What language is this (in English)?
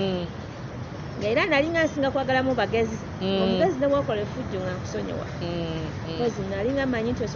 Ganda